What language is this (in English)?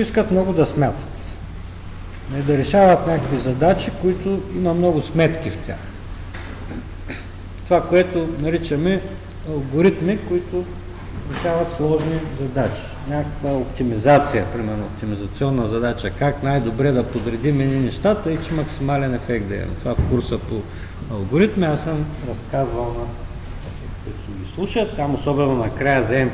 Bulgarian